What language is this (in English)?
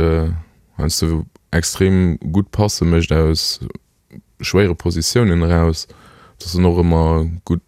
Luxembourgish